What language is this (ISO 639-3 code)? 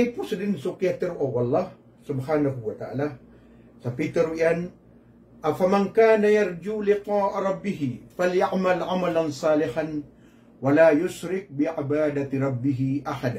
mrw